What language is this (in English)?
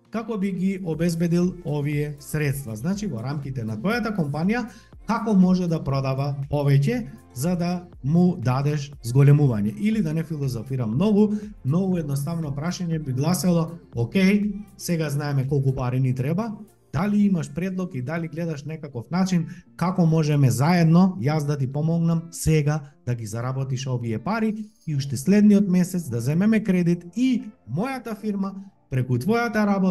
Macedonian